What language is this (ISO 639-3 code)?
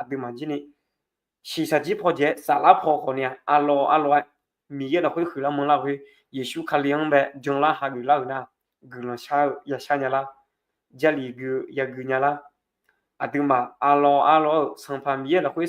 ahk